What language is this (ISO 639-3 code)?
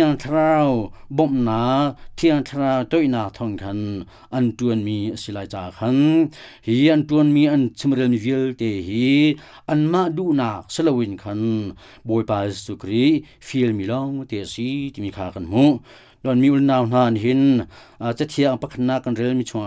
cnh